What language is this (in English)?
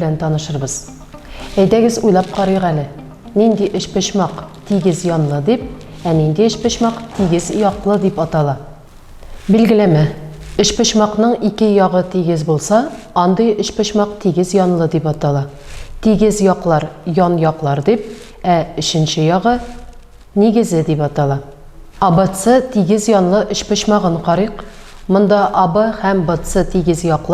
Tatar